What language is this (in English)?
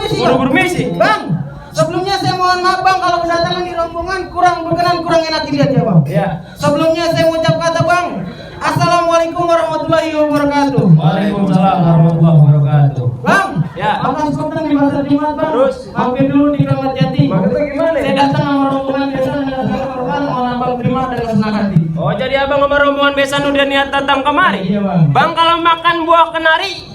Betawi